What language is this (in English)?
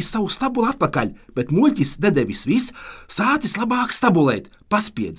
Latvian